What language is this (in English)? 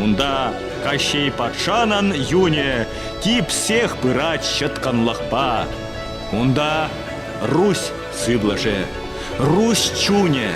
Chuvash